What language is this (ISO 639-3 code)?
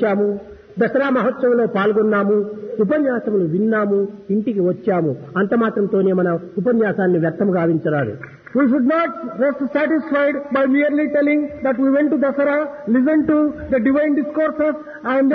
tel